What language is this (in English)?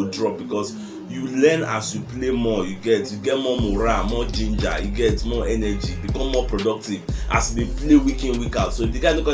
Nigerian Pidgin